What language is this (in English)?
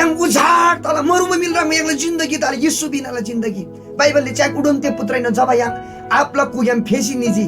Eastern Tamang